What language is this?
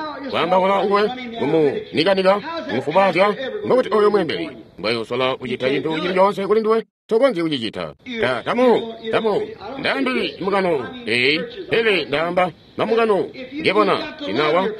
Tonga (Zambia)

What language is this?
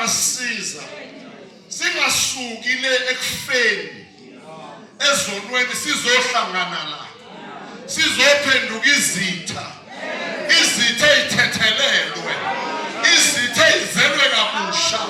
Zulu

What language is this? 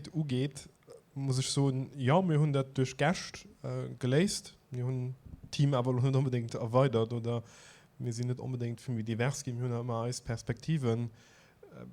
Luxembourgish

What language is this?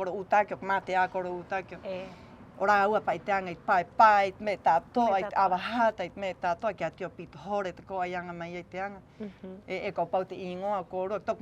Rapanui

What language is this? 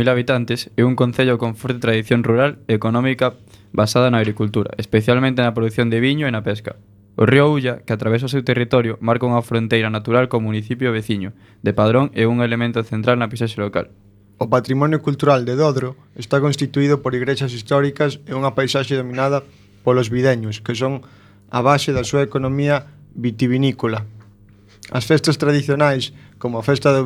Galician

